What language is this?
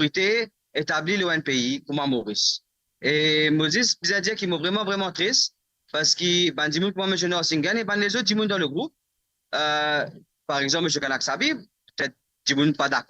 Morisyen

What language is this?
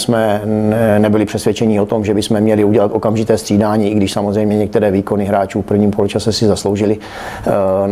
Czech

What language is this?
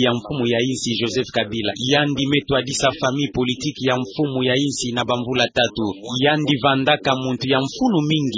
Kituba (Democratic Republic of Congo)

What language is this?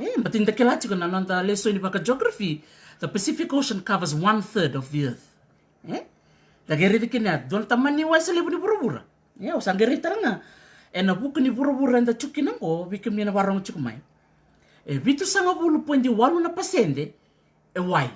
Fijian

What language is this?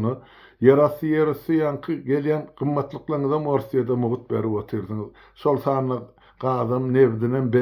Turkmen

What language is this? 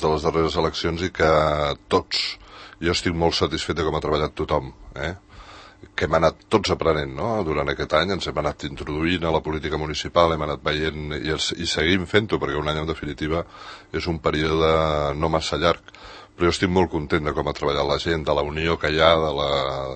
Catalan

